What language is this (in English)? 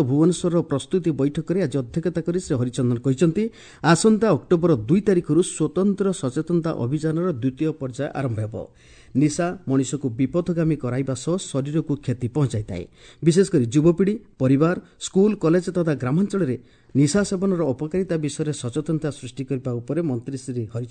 Odia